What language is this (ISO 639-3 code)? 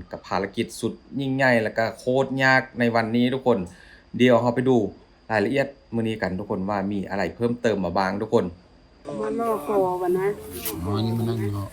lao